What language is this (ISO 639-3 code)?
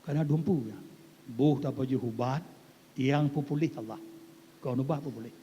ace